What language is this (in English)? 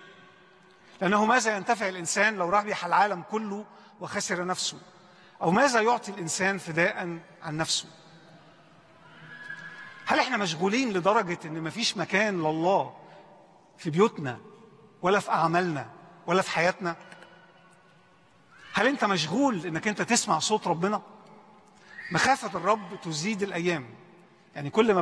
Egyptian Arabic